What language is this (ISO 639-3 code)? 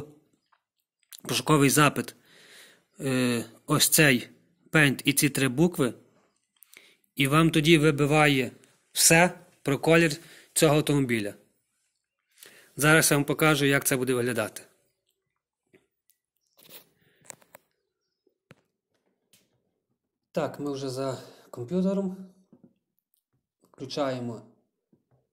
ukr